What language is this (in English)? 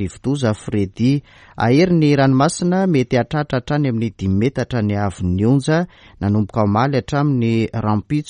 Malagasy